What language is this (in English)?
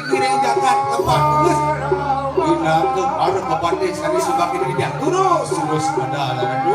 Balinese